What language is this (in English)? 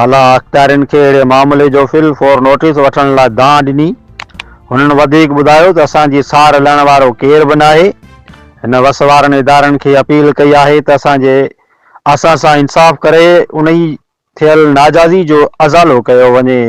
Sindhi